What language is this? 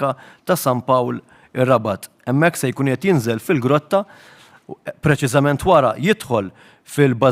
Maltese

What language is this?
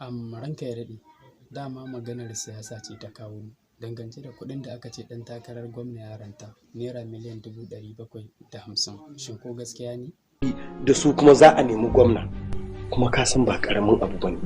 Hausa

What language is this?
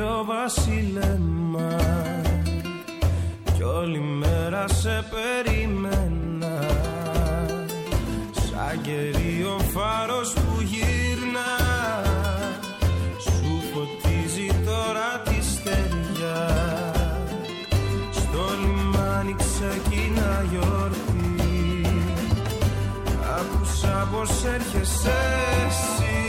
Greek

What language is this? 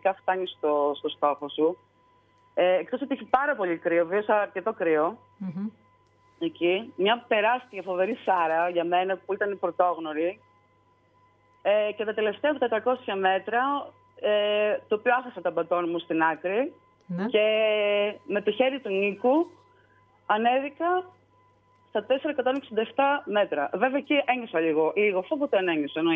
Greek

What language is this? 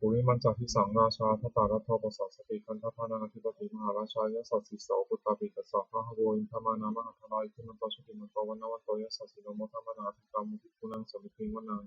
Pali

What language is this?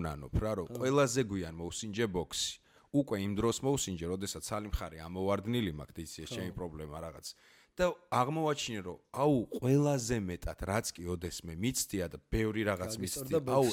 Georgian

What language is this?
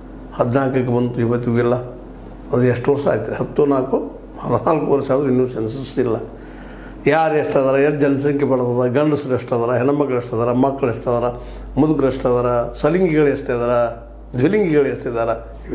Kannada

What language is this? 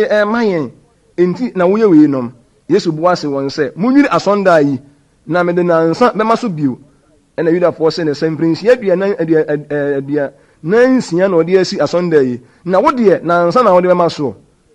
Akan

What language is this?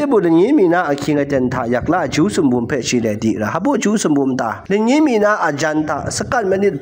Kachin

